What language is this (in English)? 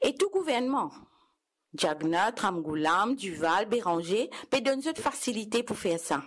Morisyen